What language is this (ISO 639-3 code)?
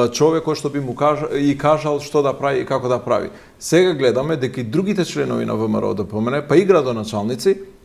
mkd